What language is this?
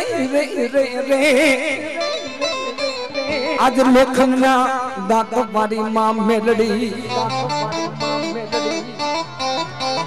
Gujarati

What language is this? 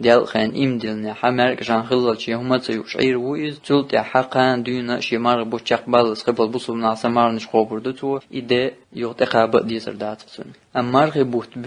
Chechen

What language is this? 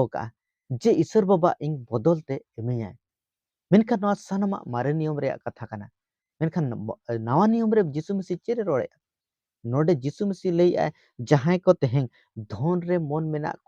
Santali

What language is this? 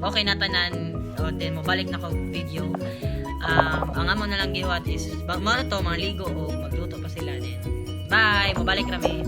Cebuano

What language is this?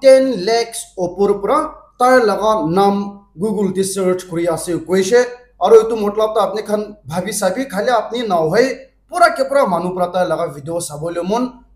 Naga Pidgin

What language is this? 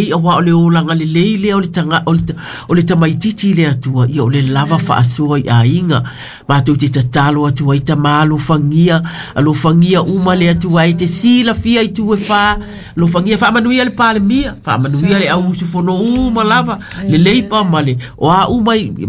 Samoan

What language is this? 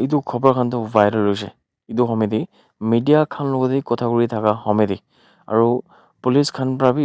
Naga Pidgin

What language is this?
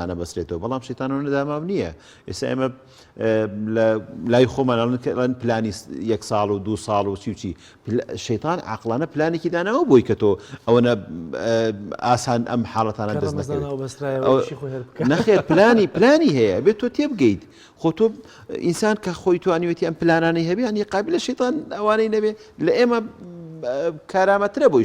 Central Kurdish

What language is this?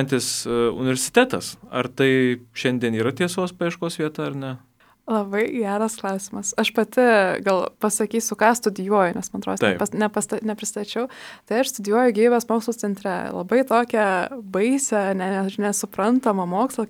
Lithuanian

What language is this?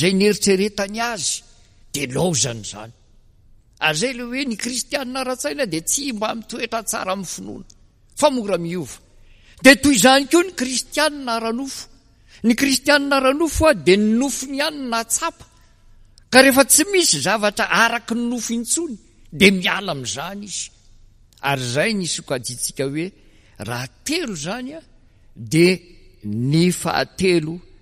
Malagasy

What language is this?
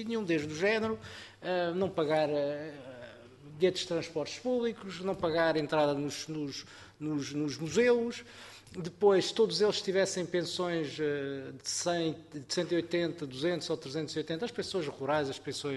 Portuguese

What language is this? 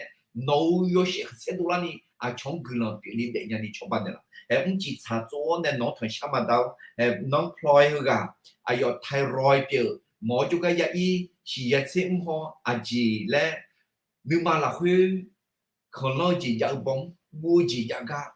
Akha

